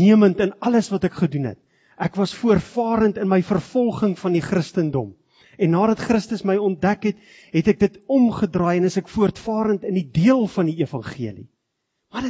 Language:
Afrikaans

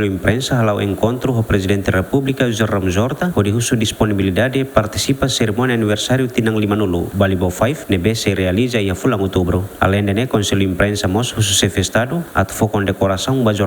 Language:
Tetum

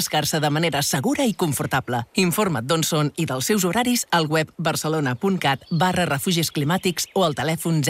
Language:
Catalan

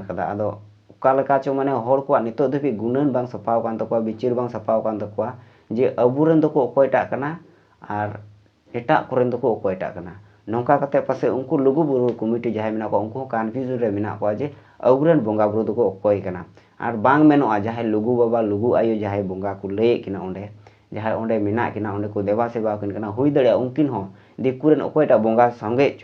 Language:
Santali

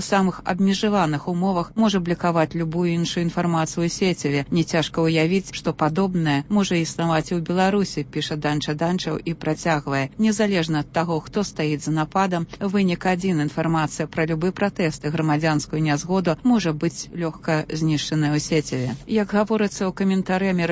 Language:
Belarusian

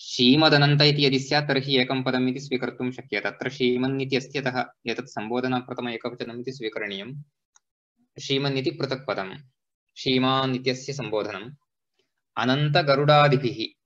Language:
Sanskrit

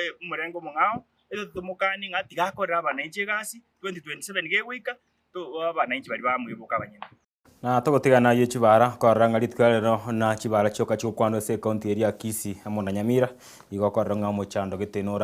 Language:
Gusii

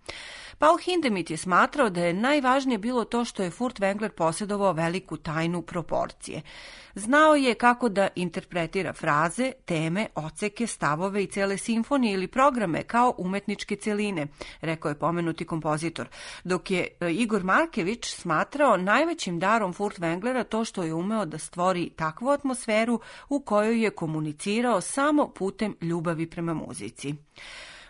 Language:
Serbian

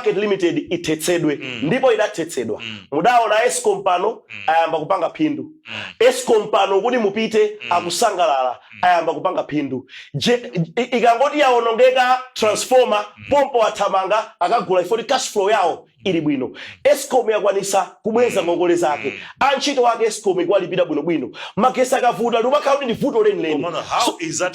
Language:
Nyanja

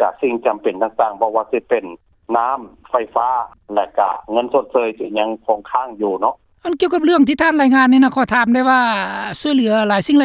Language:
Lao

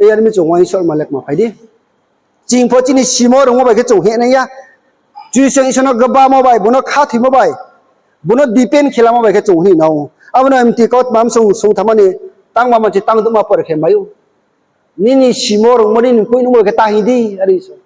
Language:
Riang (India)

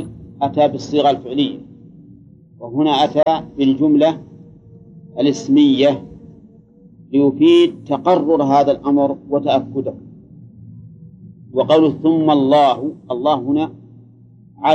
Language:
Arabic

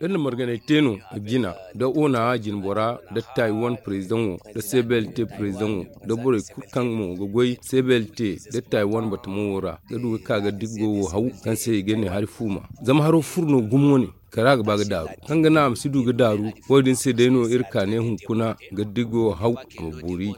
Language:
Zarma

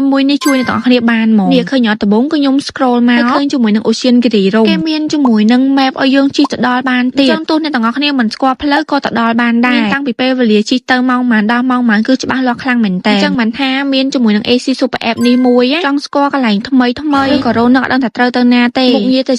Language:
Khmer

